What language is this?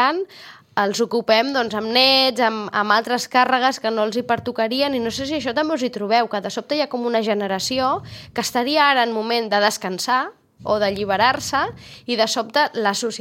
Catalan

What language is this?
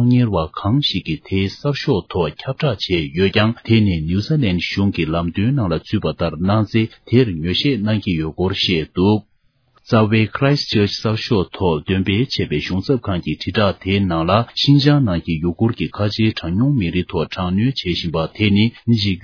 Tibetan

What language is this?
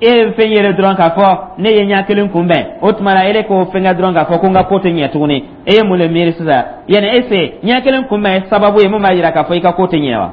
Dyula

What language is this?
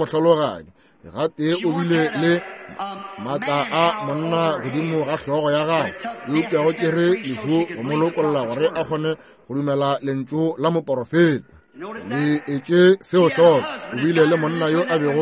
Northern Sotho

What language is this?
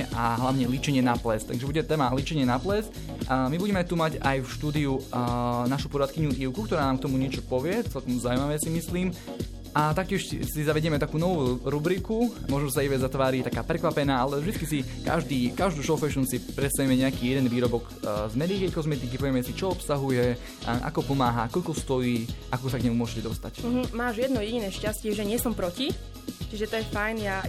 Slovak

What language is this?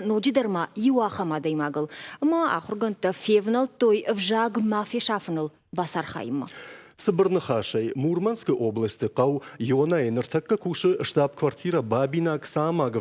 Ossetic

